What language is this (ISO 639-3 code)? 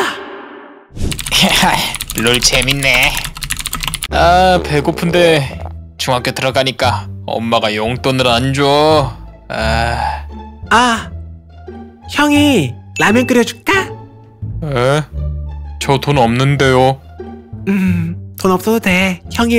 kor